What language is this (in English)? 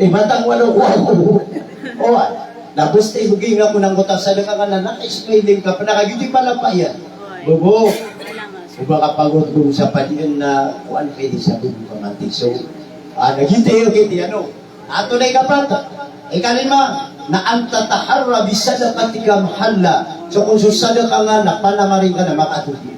Maranao